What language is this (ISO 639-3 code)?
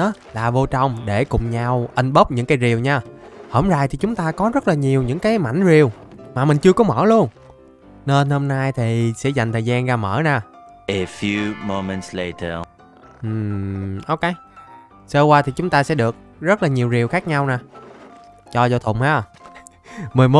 vie